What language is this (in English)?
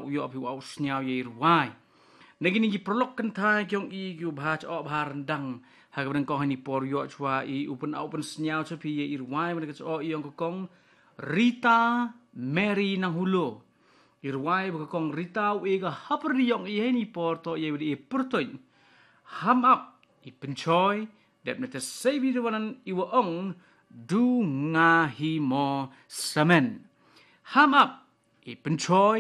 Khasi